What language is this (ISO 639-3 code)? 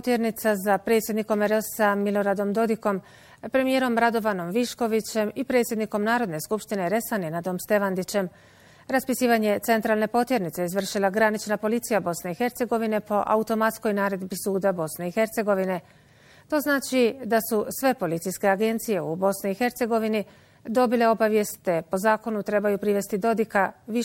bos